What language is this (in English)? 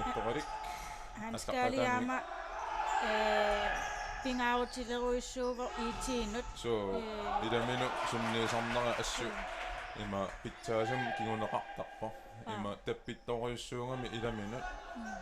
Kalaallisut